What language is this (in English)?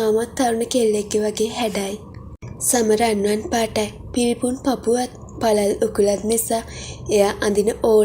Sinhala